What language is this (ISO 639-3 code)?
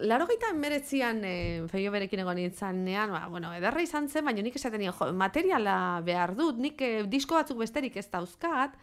eus